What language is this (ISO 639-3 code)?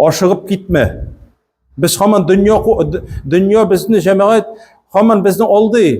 tat